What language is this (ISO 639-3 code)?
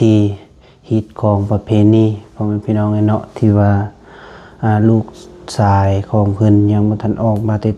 lao